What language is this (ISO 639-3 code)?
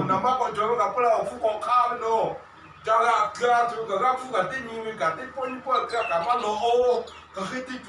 lhu